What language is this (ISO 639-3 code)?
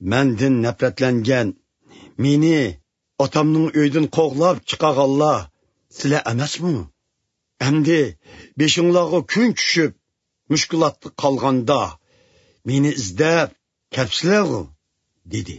uig